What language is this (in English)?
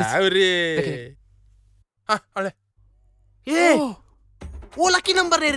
Konkani